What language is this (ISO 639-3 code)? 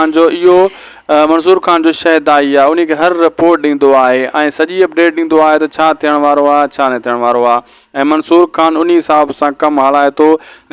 snd